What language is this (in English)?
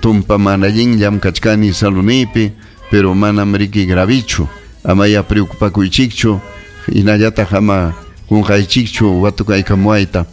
Ayacucho Quechua